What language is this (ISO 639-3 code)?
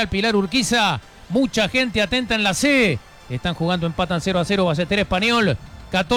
spa